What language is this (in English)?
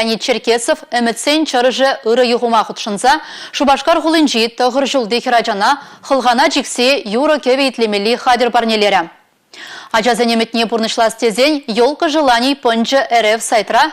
Chuvash